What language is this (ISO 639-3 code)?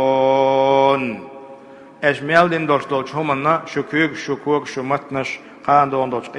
che